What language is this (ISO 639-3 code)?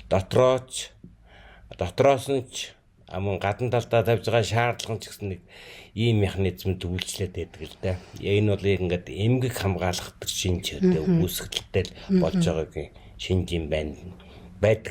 mon